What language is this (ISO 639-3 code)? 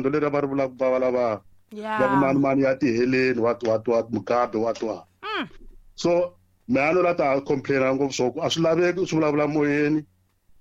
tso